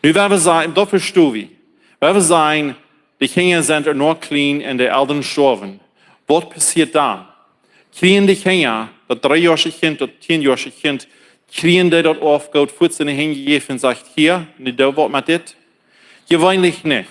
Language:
Plautdietsch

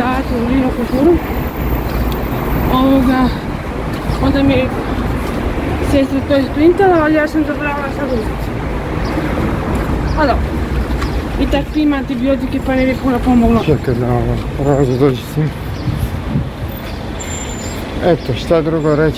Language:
Croatian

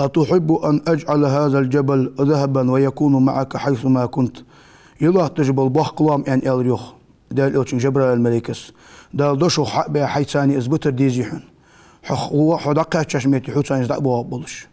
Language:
Ingush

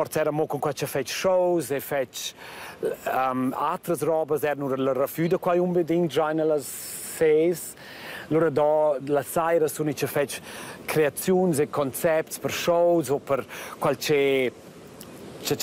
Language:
Romansh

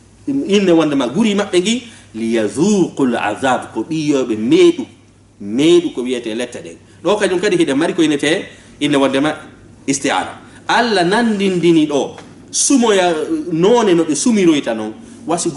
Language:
Fula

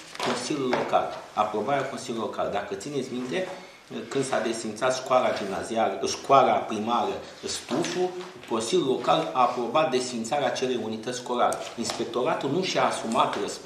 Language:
Romanian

